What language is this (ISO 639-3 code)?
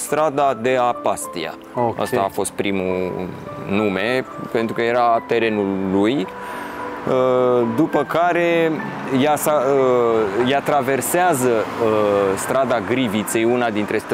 ron